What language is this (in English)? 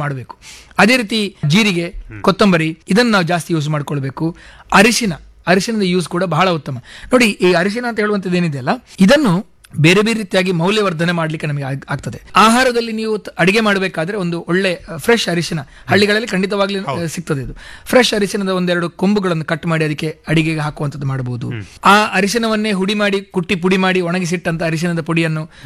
Kannada